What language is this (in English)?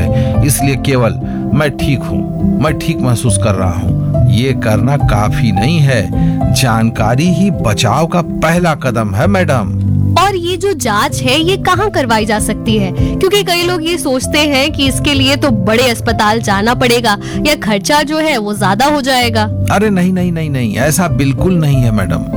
Hindi